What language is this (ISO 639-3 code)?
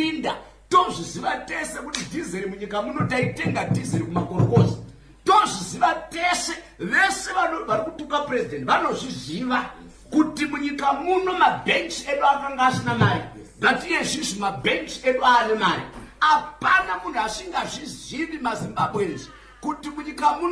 sna